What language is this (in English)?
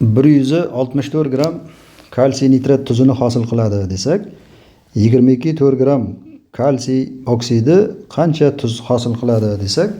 Uzbek